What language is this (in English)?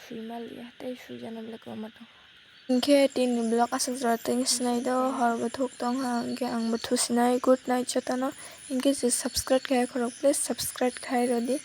Kok Borok